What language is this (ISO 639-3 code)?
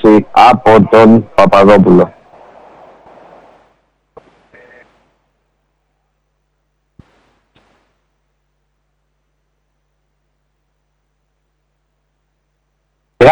ell